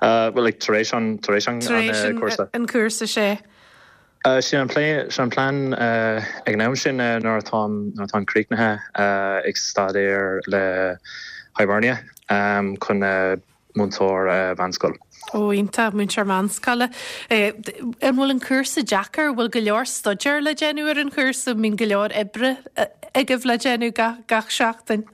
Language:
Irish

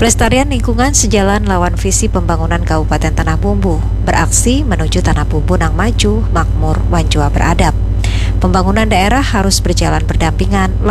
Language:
Banjar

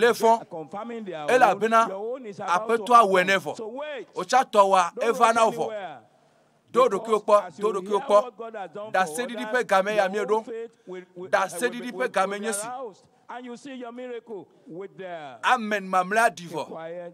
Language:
Ewe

